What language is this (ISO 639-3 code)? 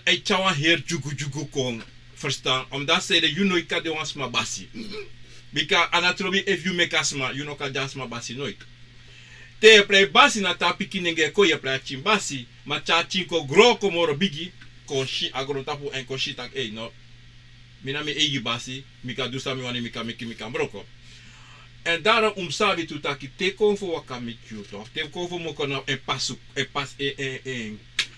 srn